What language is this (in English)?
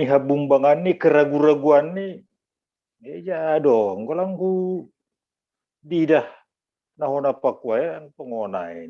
Batak Simalungun